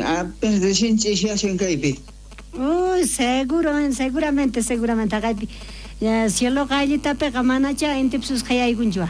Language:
South Bolivian Quechua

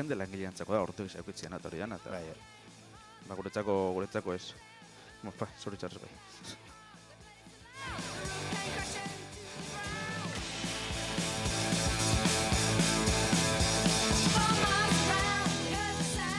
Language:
Basque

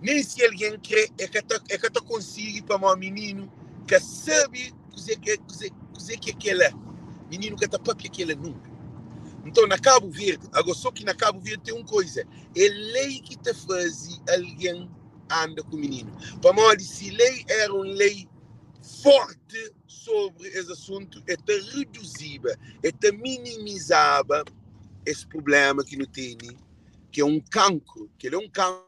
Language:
Kabuverdianu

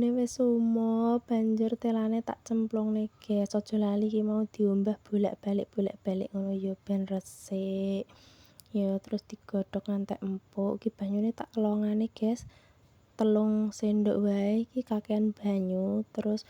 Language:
Javanese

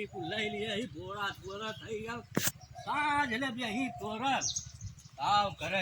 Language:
Awadhi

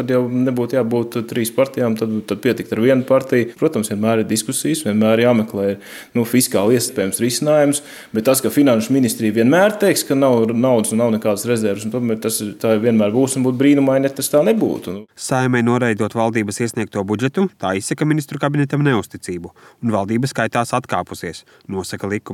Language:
Latvian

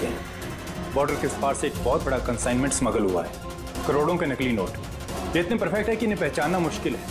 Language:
Hindi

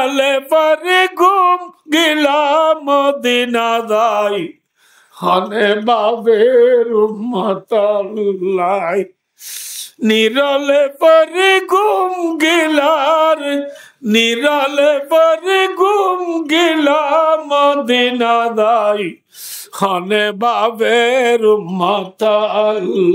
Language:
Rohingya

